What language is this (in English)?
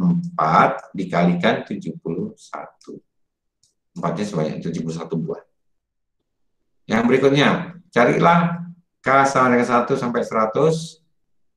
Indonesian